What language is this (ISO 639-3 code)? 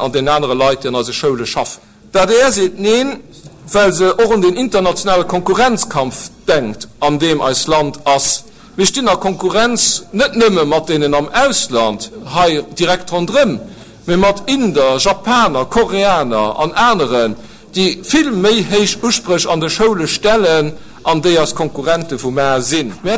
ltz